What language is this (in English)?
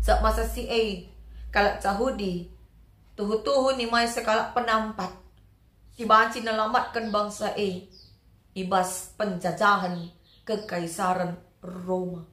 Batak Karo